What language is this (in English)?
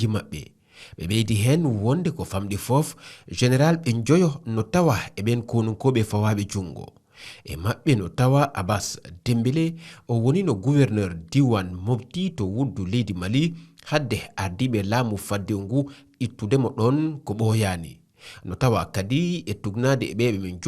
Fula